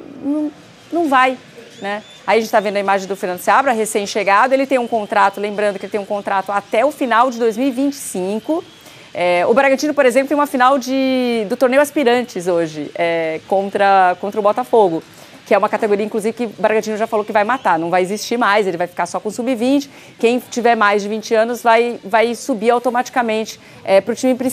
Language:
Portuguese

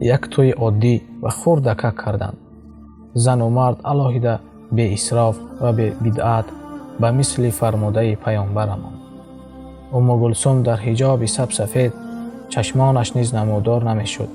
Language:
Tajik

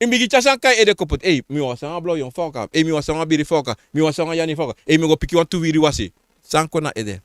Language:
Sranan Tongo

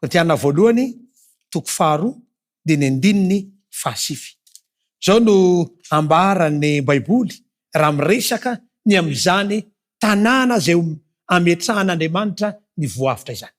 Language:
Malagasy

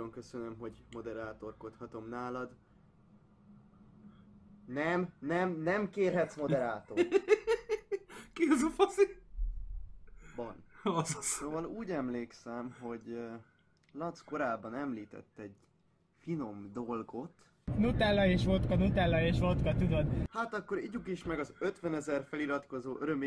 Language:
Hungarian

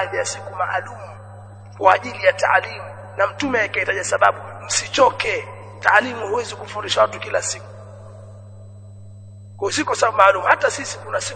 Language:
Swahili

